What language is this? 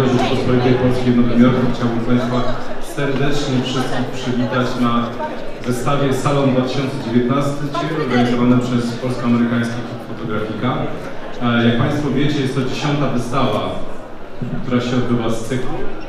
Polish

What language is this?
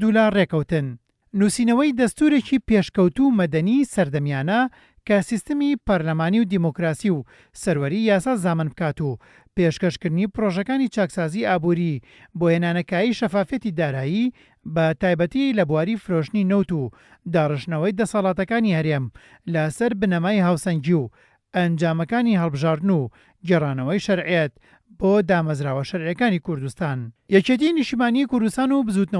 Central Kurdish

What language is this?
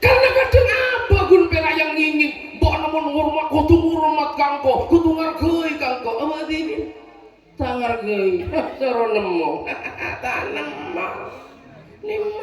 Madurese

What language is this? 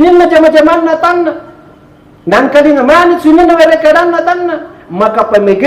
Buginese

